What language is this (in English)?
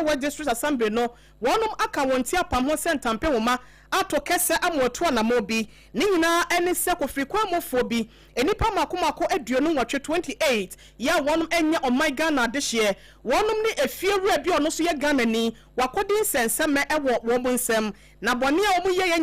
Akan